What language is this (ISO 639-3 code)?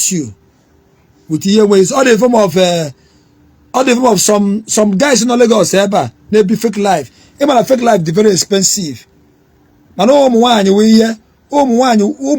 ibo